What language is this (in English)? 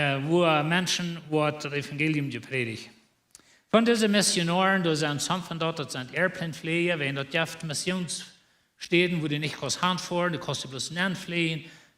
Plautdietsch